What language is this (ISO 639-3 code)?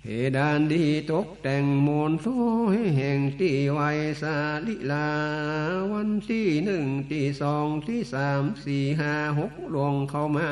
nod